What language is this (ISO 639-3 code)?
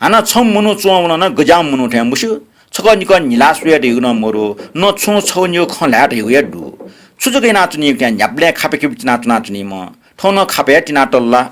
new